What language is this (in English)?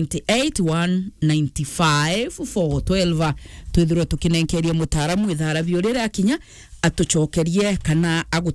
Meru